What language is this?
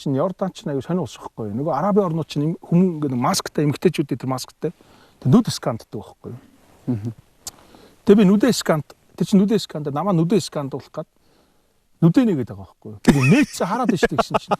Mongolian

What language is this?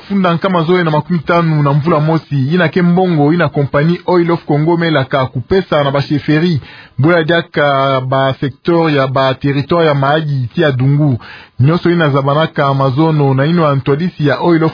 Kituba (Democratic Republic of Congo)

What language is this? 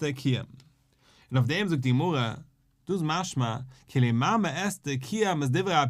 Yiddish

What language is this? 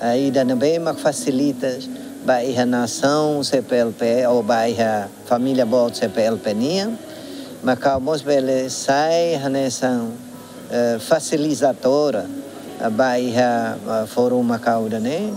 Tetum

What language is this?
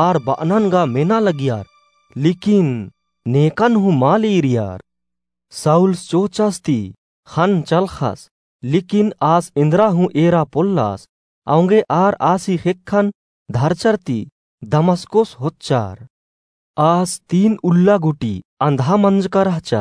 Kurukh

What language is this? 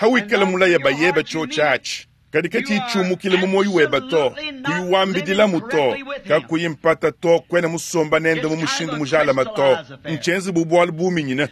Luba-Lulua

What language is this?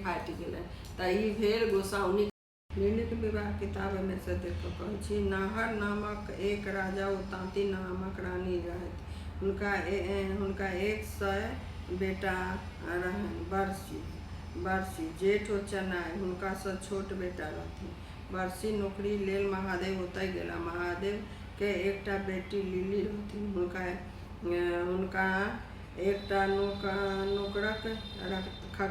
Maithili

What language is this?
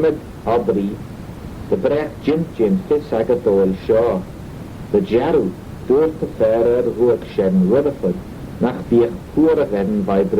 Manx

